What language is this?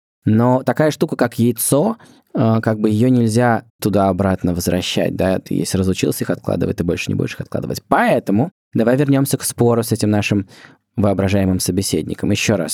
Russian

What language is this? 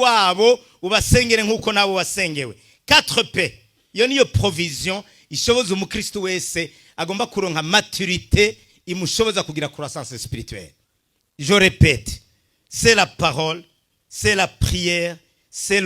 Rundi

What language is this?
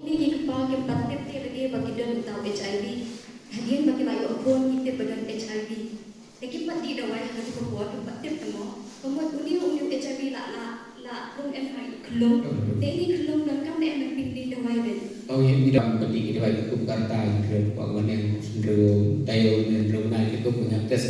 Khasi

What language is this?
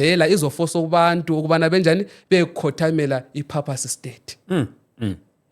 Zulu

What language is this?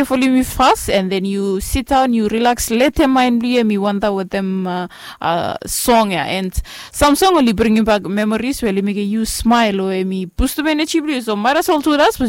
Bislama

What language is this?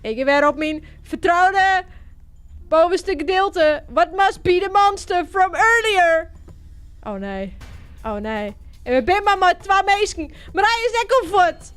Western Frisian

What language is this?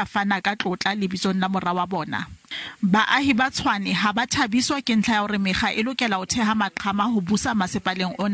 Southern Sotho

